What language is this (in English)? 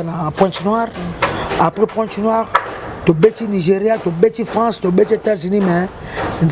Lingala